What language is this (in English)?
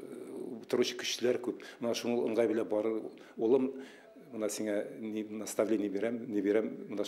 Bashkir